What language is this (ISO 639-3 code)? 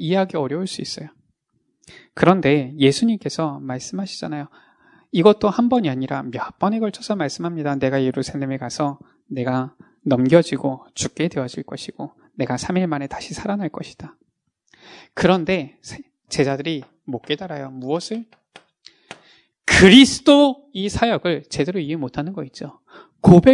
kor